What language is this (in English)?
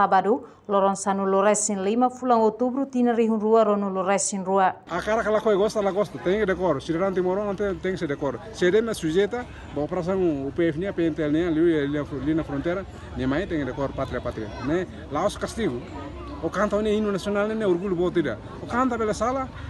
Tetum